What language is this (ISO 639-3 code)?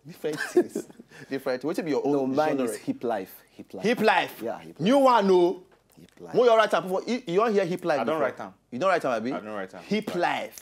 pcm